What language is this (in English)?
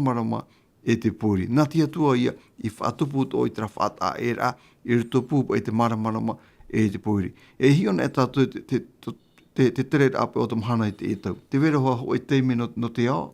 Tahitian